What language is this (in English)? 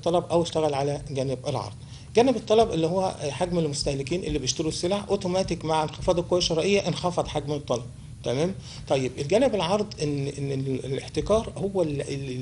Egyptian Arabic